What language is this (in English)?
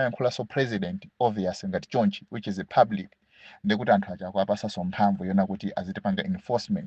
Nyanja